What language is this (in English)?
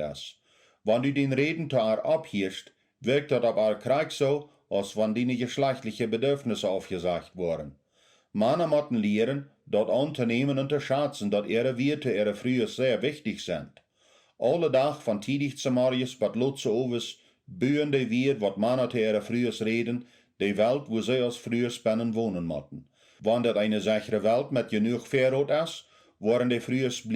Plautdietsch